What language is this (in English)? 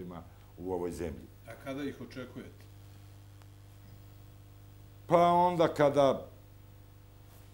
Serbian